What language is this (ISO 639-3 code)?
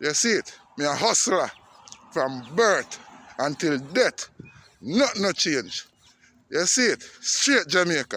jam